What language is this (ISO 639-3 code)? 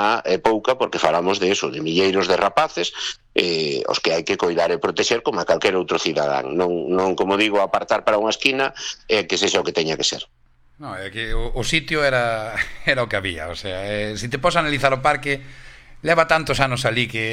glg